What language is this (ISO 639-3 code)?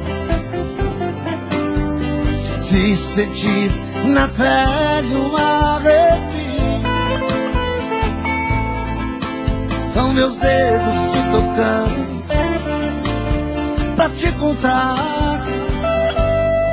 por